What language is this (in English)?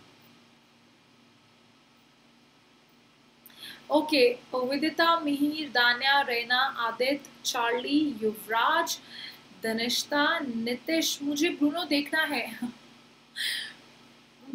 Hindi